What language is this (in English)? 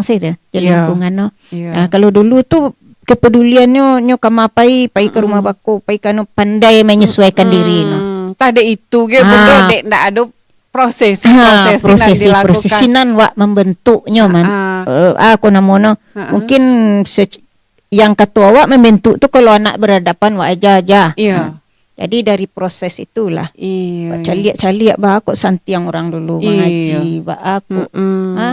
Minangkabau